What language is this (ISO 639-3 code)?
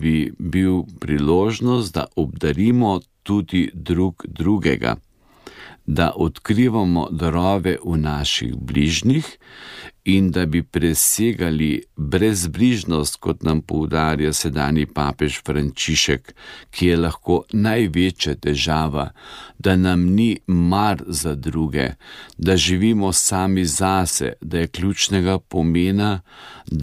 slv